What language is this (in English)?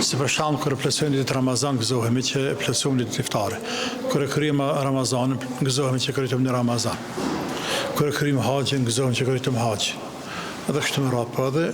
Albanian